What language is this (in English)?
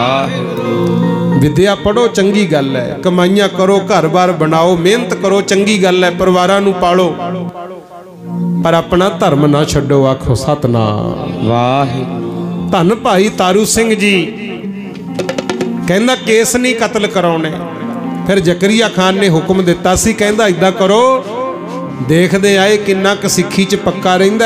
Punjabi